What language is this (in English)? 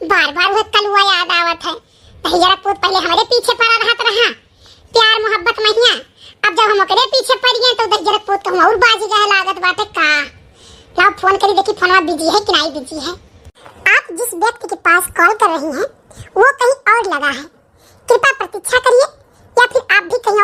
Awadhi